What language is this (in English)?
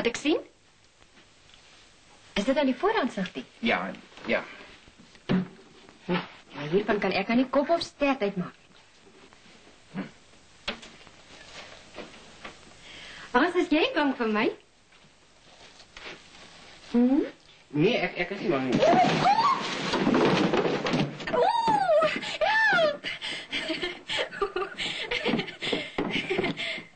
Afrikaans